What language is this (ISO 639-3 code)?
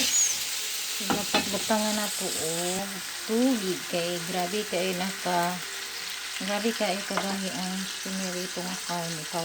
ceb